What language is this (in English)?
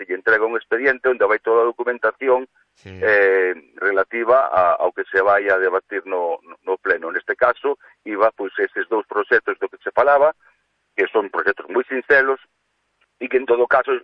Galician